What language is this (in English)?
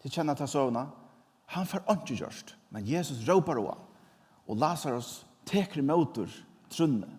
Faroese